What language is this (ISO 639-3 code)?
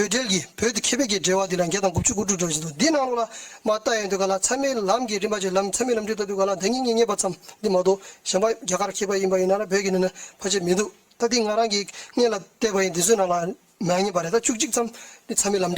bod